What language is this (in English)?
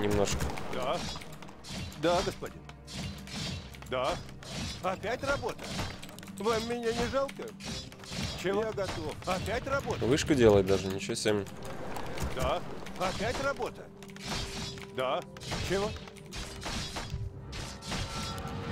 Russian